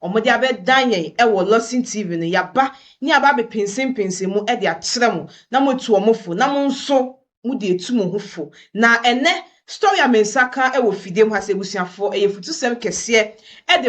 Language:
Akan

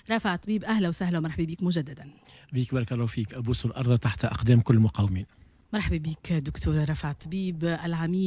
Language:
Tunisian Arabic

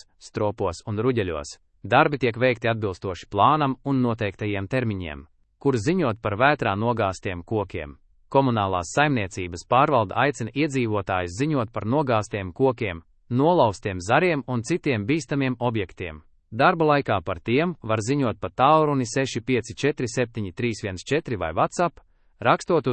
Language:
Latvian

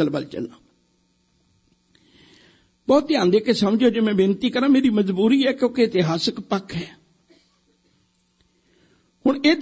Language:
Punjabi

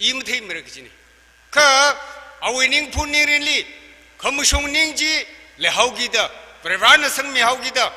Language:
Tangkhul Naga (India)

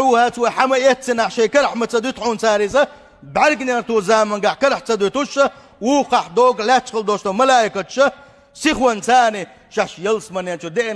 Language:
Chechen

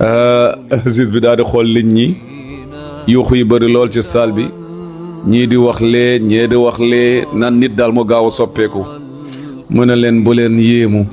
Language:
Wolof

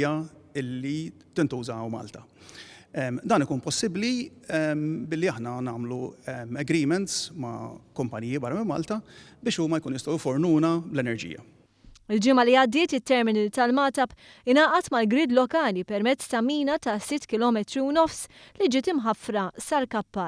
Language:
Maltese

